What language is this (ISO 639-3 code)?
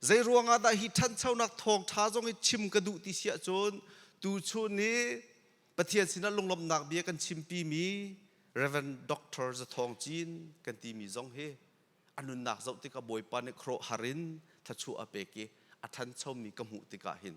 cnh